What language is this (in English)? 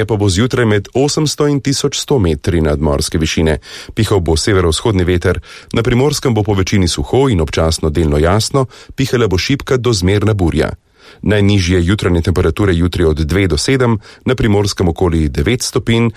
Slovenian